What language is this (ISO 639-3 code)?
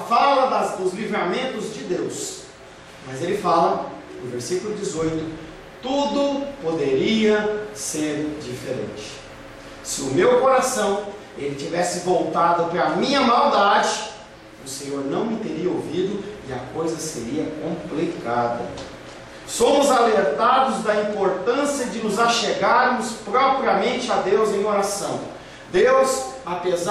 por